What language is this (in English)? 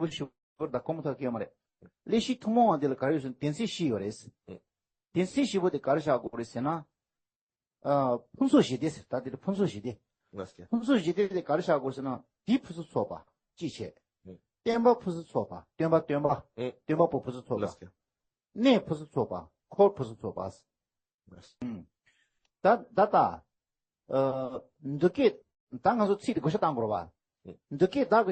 Tibetan